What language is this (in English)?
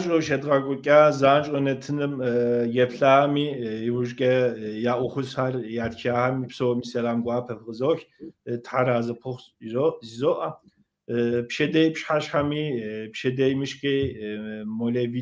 Kabardian